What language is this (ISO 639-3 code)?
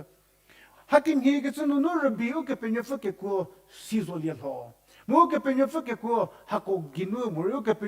njm